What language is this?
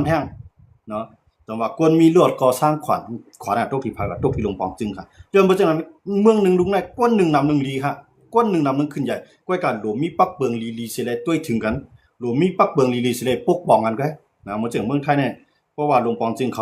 Shan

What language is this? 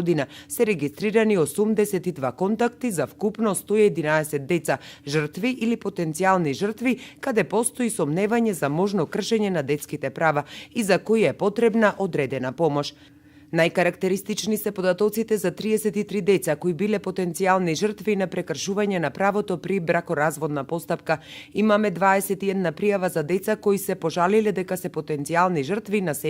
Macedonian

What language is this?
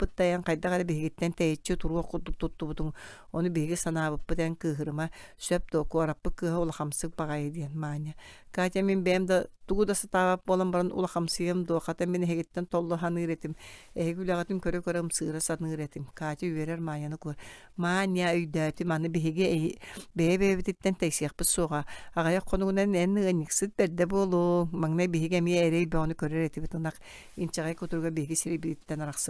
Yakut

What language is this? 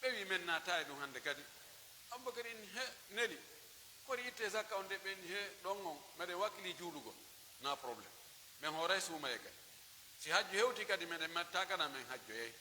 Pular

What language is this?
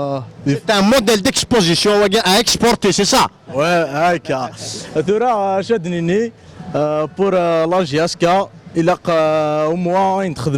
Kabyle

